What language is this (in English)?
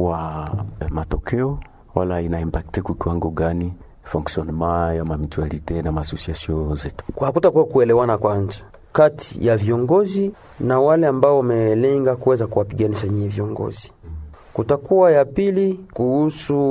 Swahili